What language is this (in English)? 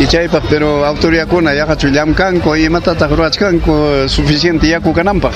Ayacucho Quechua